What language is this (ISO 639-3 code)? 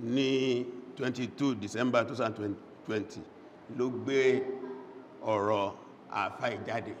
yor